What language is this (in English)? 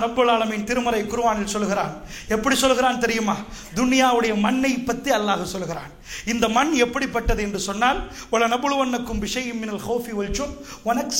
Tamil